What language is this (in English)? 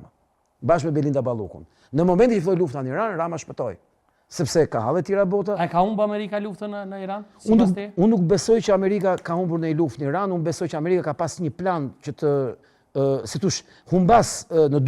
Albanian